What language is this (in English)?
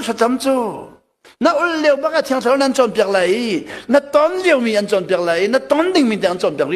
Hakha Chin